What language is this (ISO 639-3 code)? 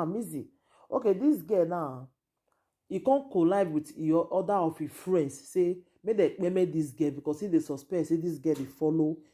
pcm